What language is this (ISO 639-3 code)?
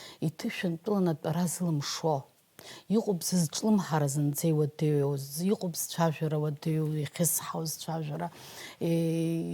abk